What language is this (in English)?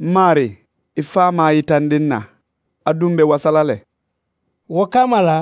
Mandingo